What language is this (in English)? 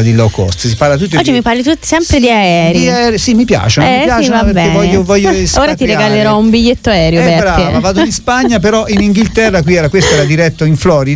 Italian